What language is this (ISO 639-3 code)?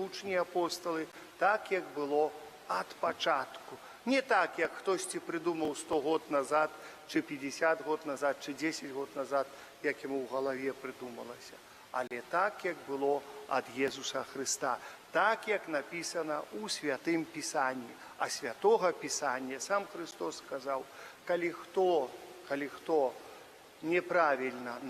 bel